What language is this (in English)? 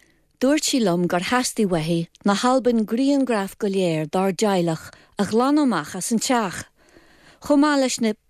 Irish